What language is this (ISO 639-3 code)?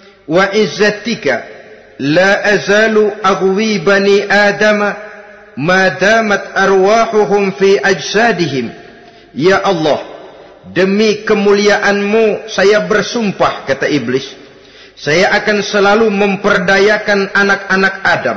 ind